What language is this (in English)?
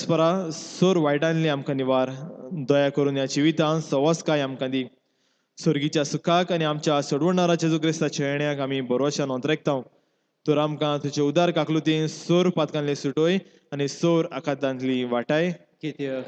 Konkani